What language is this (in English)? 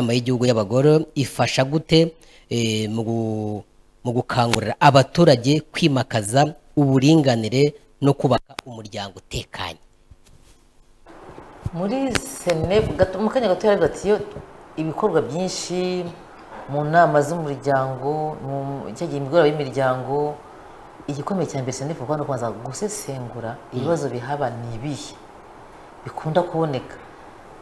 Kinyarwanda